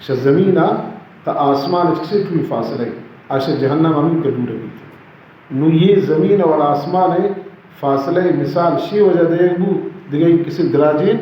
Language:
Baluchi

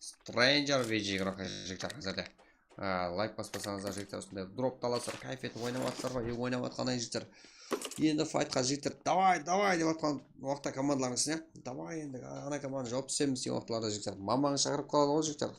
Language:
Kara-Kalpak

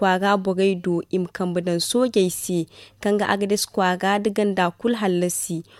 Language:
Zarma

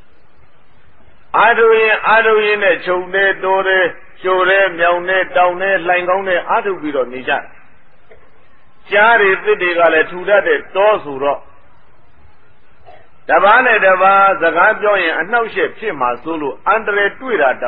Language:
Burmese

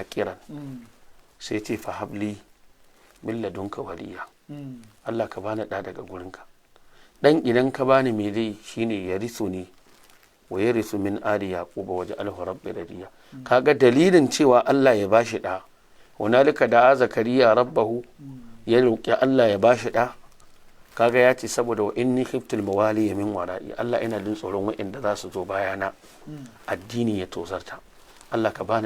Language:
Hausa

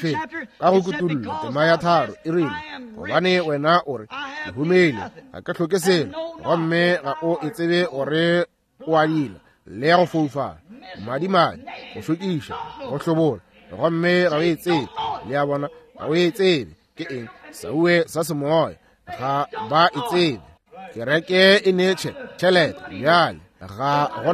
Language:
Northern Sotho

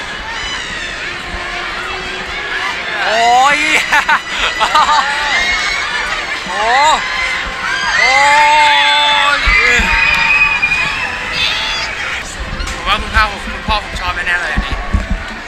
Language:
Thai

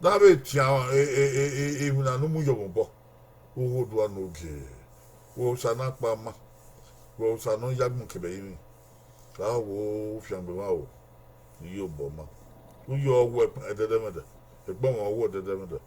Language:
Bini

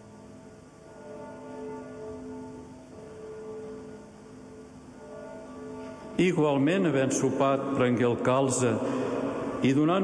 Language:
Catalan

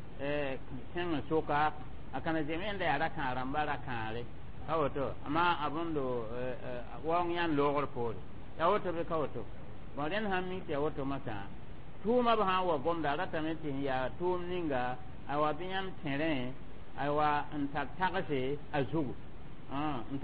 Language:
Mossi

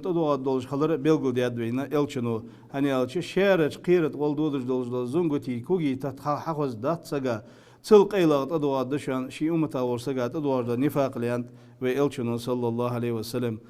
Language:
Ingush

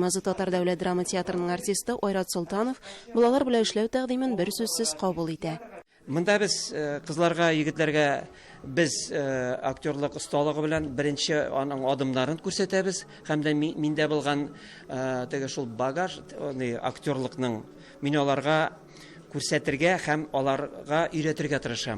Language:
Tatar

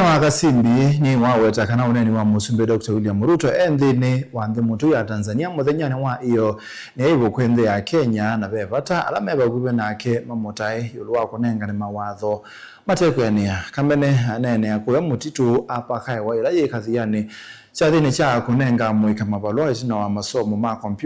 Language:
Kamba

